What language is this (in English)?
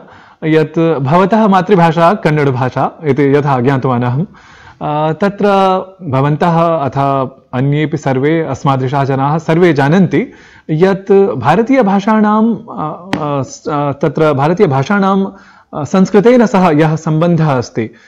Sanskrit